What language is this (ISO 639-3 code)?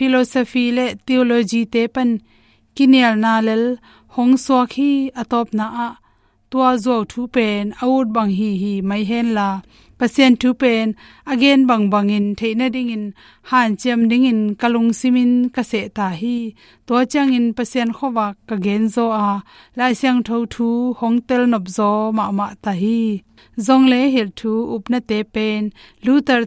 ctd